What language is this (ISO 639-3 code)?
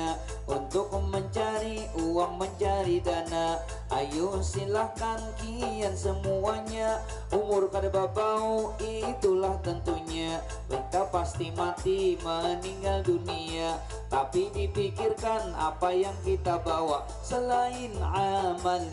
bjn